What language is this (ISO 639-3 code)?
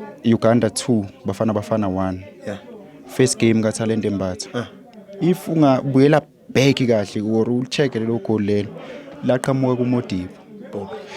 zul